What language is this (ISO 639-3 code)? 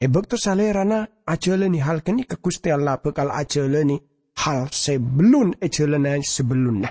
mad